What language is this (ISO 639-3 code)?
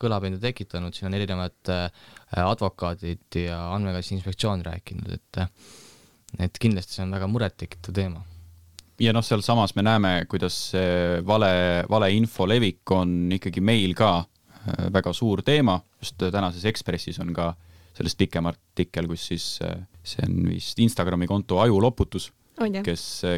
est